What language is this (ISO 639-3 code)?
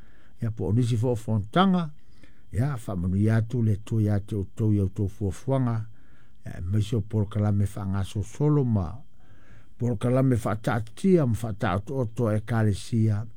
smo